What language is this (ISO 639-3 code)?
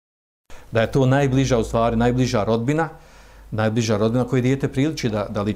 bos